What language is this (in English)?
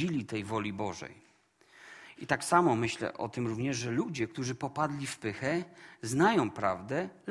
Polish